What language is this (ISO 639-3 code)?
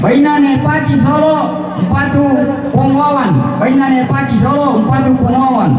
sda